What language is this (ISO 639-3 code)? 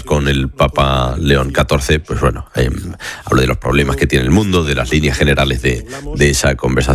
spa